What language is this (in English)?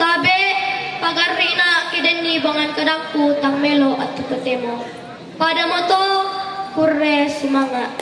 Toraja-Sa'dan